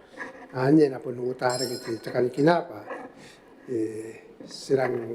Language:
Gilbertese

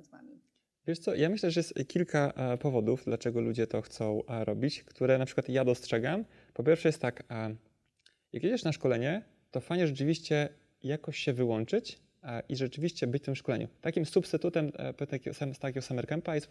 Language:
Polish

